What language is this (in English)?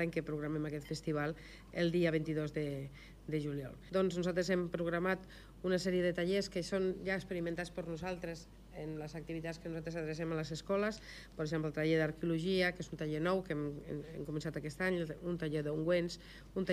Catalan